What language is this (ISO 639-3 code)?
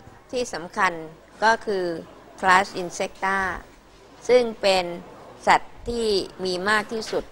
tha